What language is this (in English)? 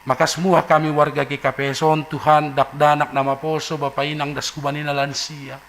Batak Simalungun